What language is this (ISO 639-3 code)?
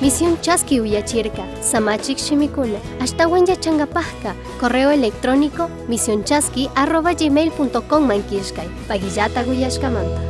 qug